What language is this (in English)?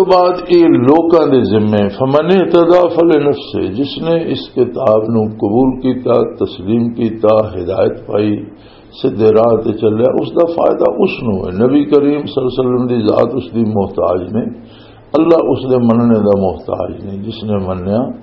Western Panjabi